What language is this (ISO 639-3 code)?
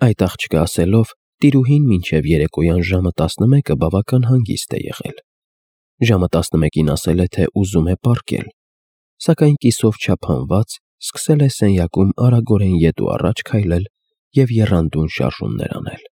hye